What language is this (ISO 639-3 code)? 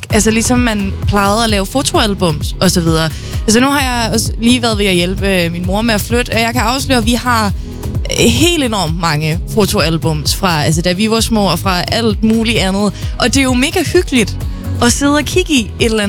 dan